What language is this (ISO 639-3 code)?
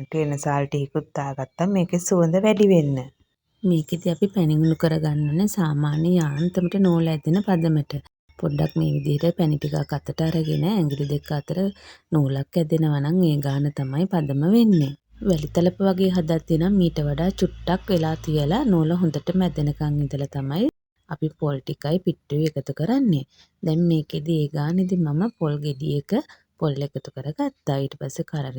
sin